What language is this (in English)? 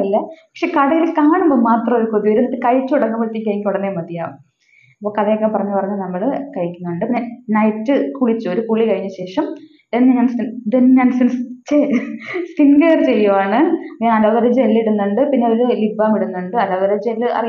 Malayalam